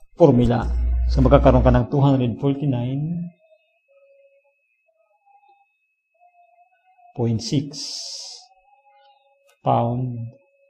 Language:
Filipino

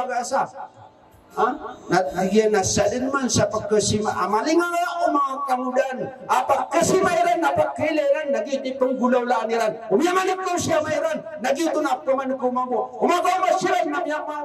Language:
Maranao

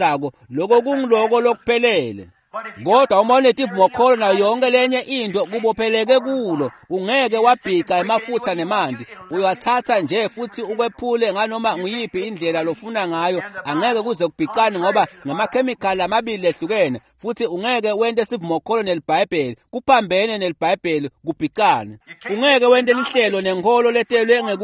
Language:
Swati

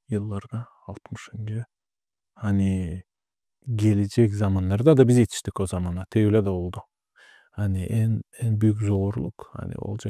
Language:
Gagauz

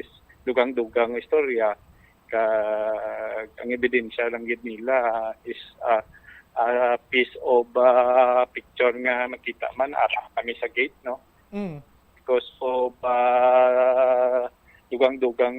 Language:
Hiligaynon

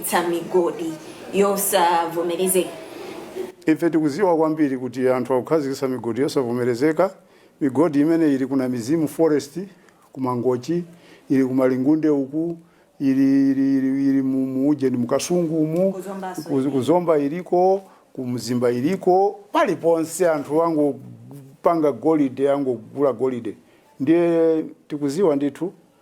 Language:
Nyanja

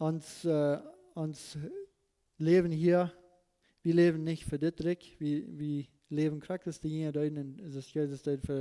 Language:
Plautdietsch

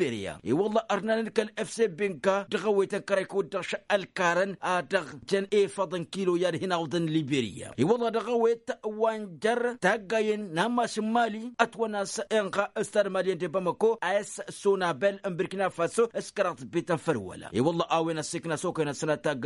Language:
Tamasheq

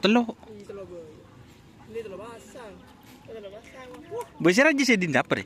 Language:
Madurese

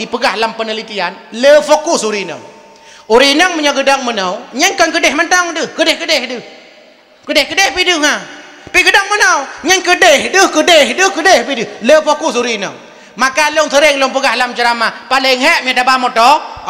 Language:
Achinese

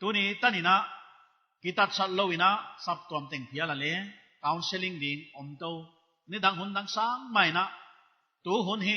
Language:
Paite Chin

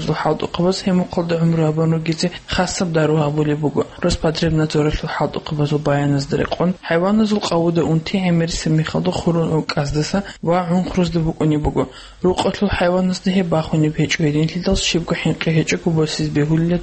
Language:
Avaric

